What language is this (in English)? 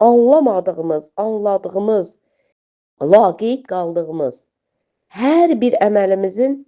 Azerbaijani